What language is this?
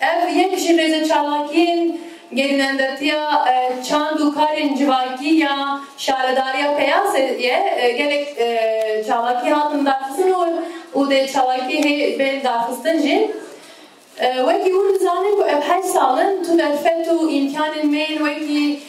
Kurdish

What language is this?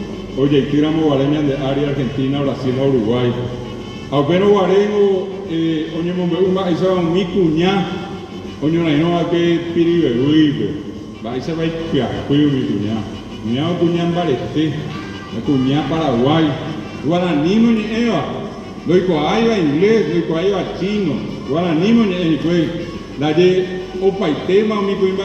Guarani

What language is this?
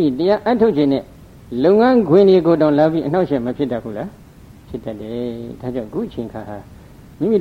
Burmese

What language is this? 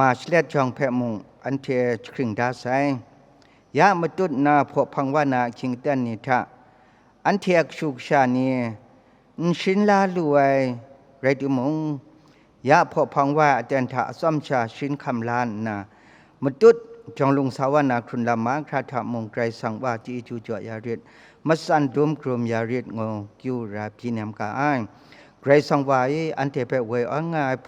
Kachin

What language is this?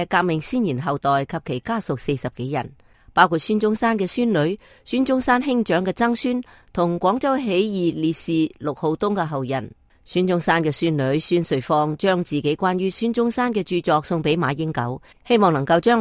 Cantonese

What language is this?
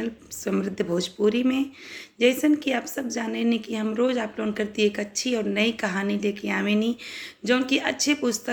Bhojpuri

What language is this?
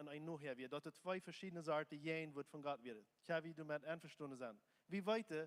Plautdietsch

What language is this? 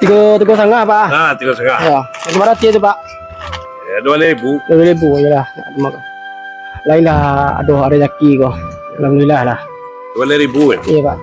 Minangkabau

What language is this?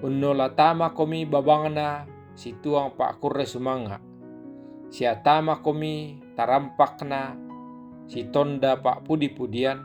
Toraja-Sa'dan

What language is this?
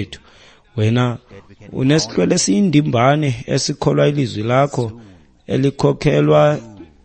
Xhosa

